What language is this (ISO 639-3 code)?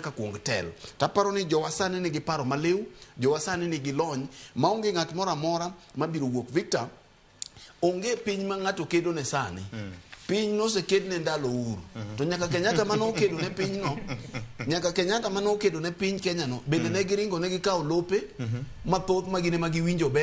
luo